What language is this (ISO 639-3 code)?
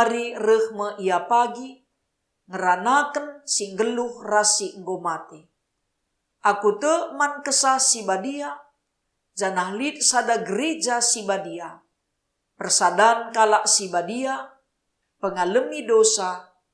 btx